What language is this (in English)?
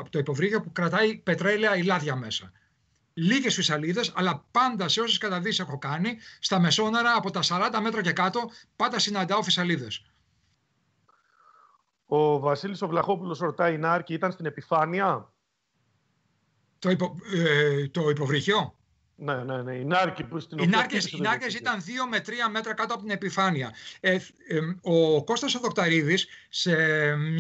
Greek